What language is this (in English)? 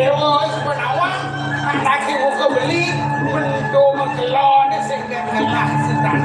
Balinese